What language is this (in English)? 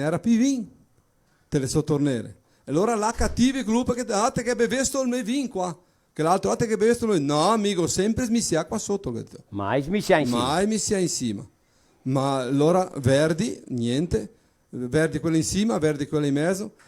Venetian